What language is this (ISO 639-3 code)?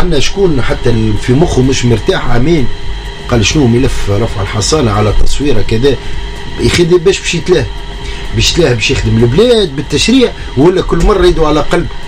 aeb